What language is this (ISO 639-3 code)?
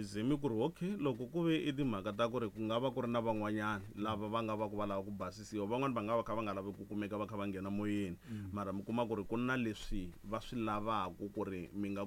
tso